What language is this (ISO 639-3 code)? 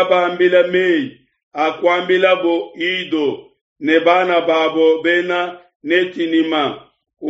lua